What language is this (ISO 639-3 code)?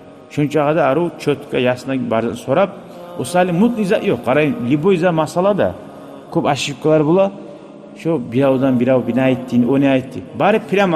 kum